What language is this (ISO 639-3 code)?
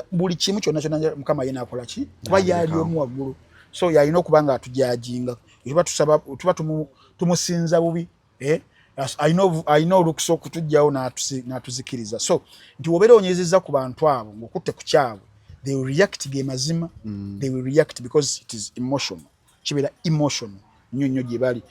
lug